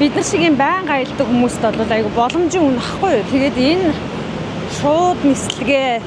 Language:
Mongolian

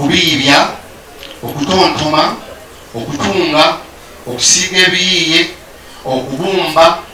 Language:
Ganda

